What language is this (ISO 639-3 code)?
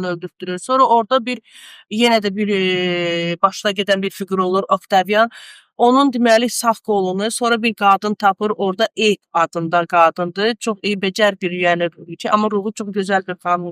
aze